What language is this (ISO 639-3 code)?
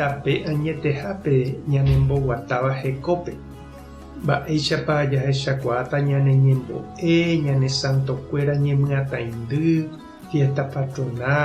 grn